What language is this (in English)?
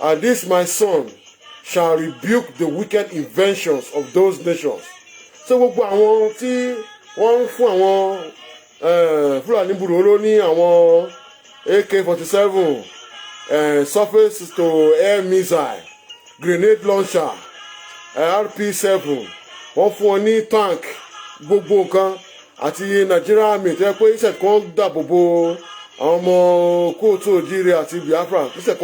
Yoruba